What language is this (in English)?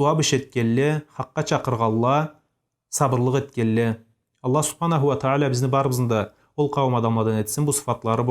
Karachay-Balkar